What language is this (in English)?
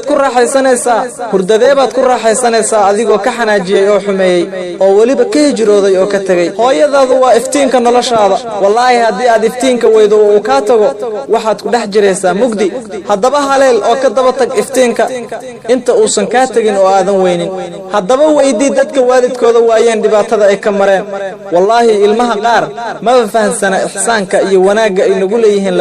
Somali